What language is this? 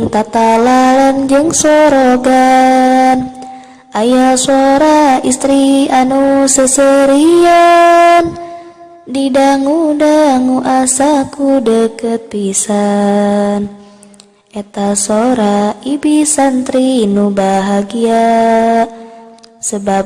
Sundanese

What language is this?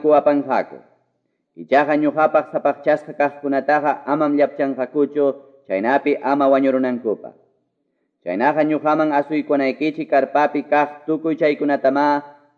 Quechua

